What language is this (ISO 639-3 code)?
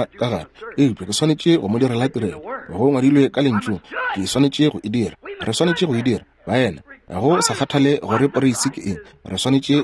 nso